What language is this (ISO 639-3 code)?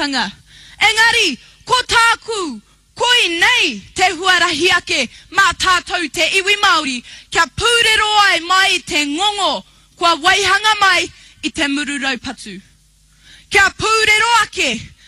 mri